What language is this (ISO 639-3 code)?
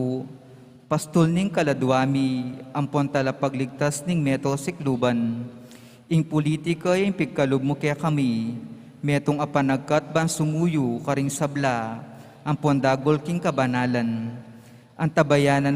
pam